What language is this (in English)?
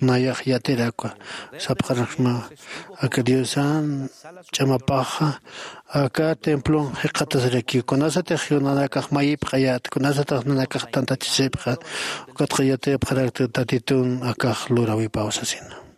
Aymara